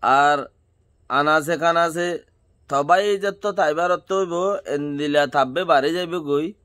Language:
Rohingya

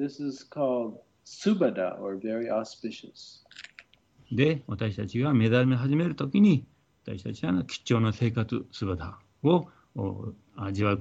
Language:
Japanese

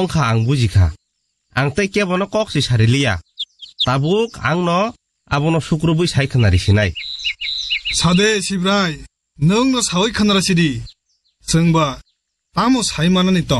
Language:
Kok Borok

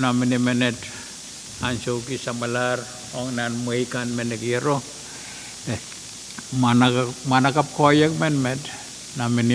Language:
Pohnpeian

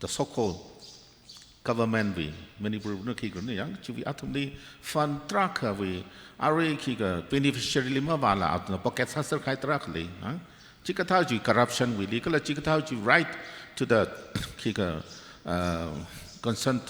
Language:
Tangkhul Naga (India)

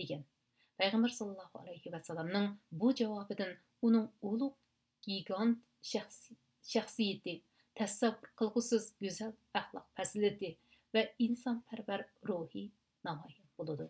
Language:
Uyghur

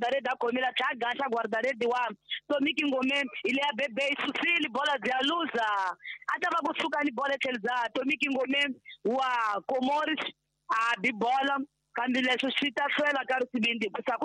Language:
Tsonga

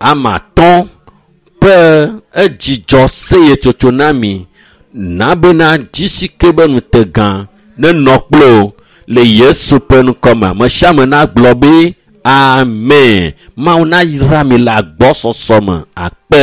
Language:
Ewe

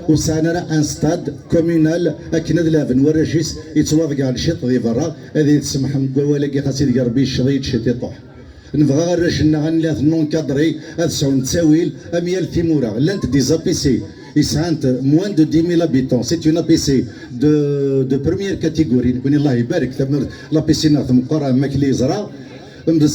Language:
Kabyle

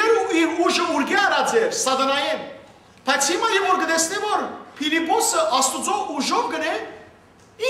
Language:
Western Armenian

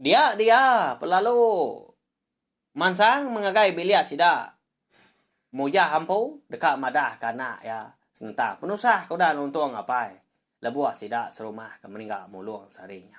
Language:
Iban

